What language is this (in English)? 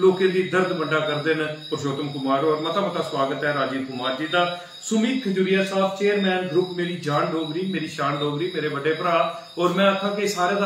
Dogri